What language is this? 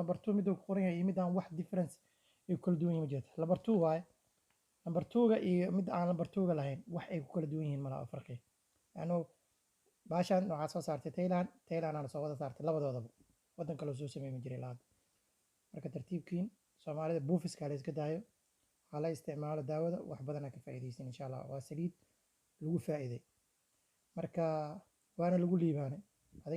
Somali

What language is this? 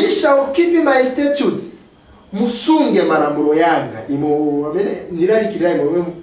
Nyanja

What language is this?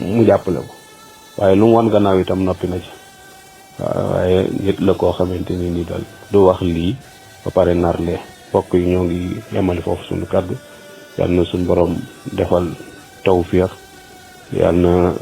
Wolof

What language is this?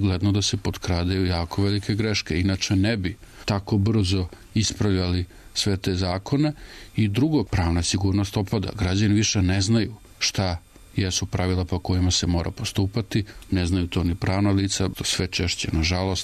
Serbian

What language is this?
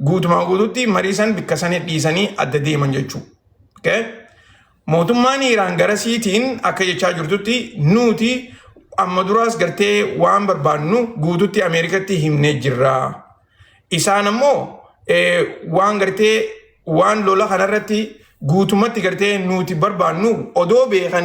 Oromo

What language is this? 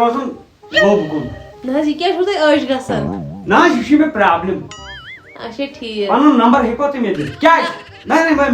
Kashmiri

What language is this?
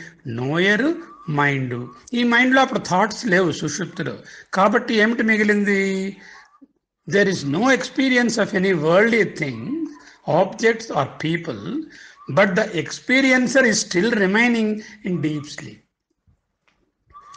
Telugu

